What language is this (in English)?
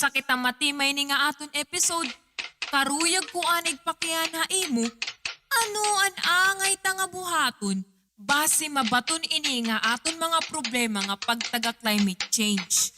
Waray